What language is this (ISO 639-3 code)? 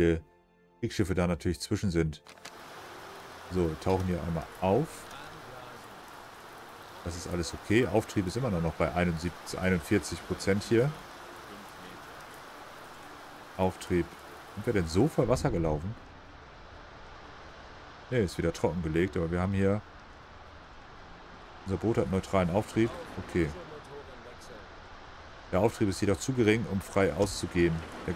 deu